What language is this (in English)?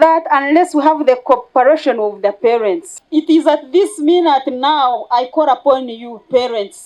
Nyankole